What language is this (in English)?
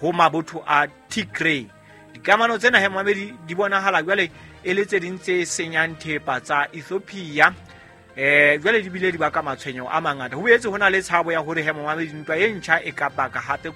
Southern Sotho